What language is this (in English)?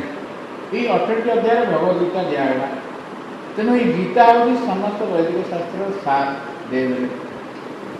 Odia